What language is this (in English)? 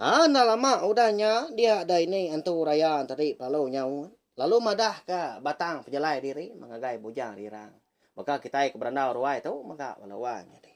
Iban